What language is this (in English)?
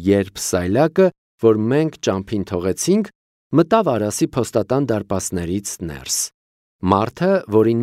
Armenian